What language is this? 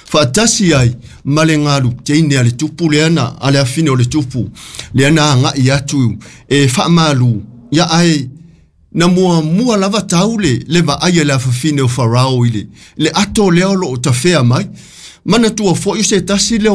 Samoan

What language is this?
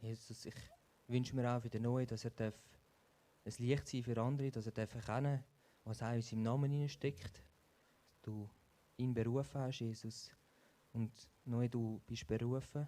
Swiss German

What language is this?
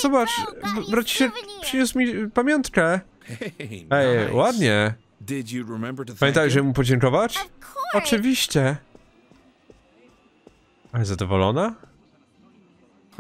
Polish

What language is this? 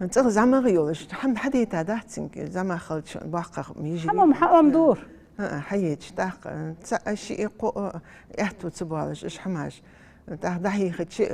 Ingush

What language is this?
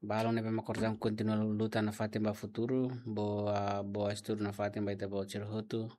Tetum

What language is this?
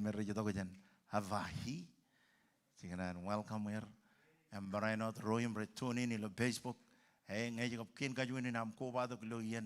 Marshallese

